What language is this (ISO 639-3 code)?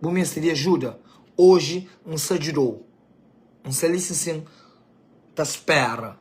kea